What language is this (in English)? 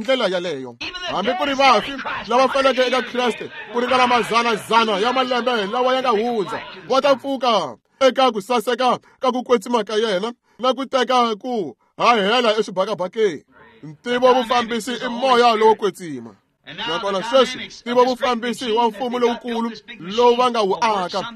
Tsonga